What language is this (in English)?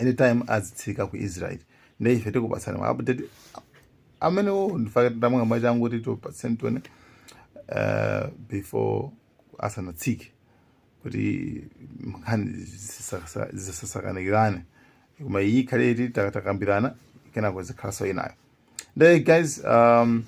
Nyanja